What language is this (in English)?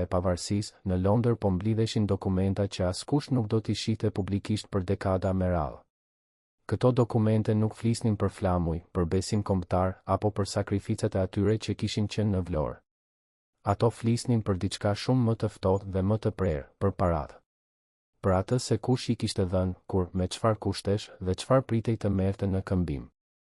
Albanian